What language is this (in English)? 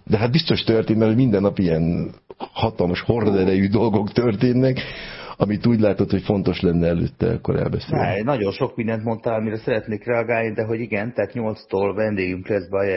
Hungarian